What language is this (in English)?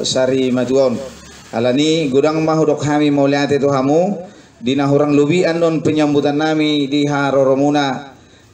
Batak Toba